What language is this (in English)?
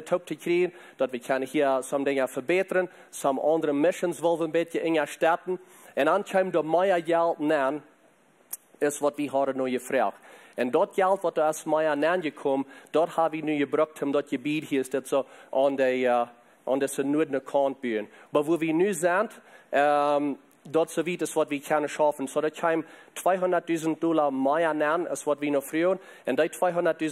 Plautdietsch